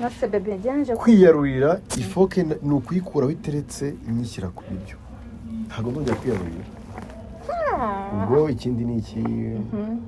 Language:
Kinyarwanda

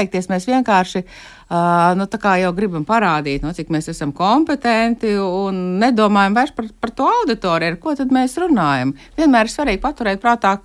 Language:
Latvian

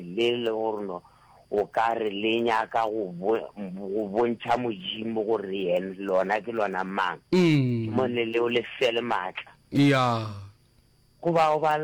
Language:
Northern Sotho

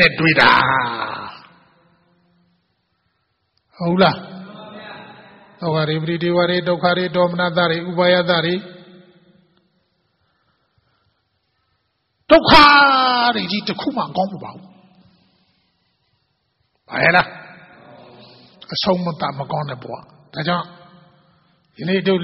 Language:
Burmese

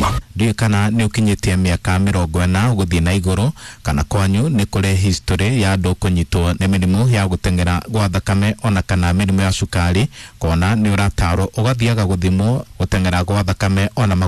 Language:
Kikuyu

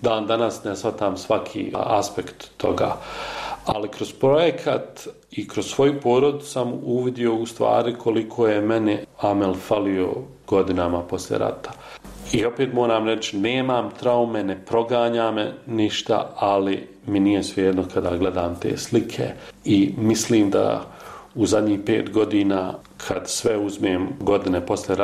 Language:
Bosnian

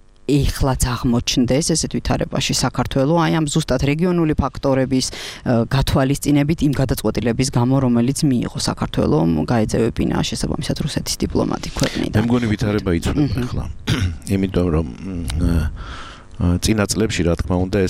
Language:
Georgian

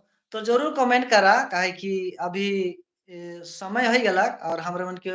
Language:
Sadri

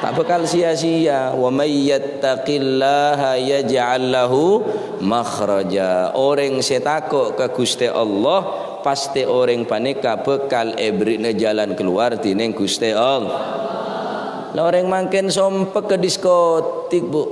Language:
Madurese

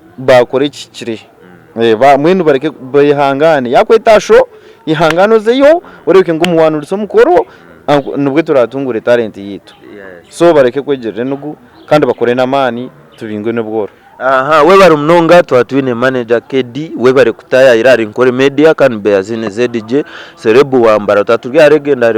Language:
Nyankole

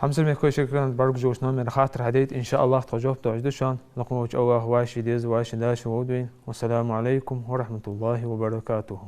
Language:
Ingush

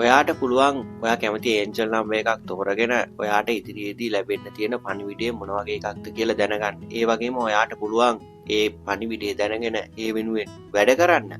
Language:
Sinhala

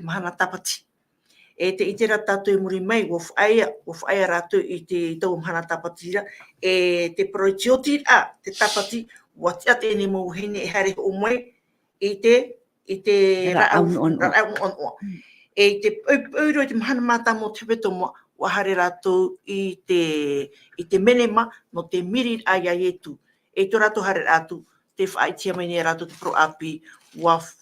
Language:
Tahitian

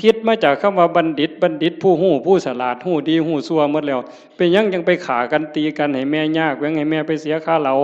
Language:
Northeastern Thai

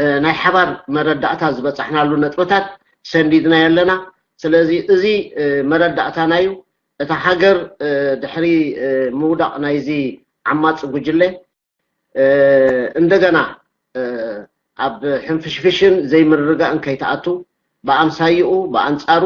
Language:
Tigrinya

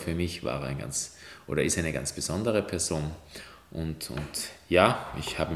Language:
German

